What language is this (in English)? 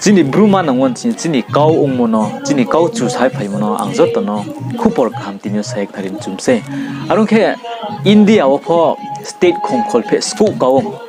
Riang (India)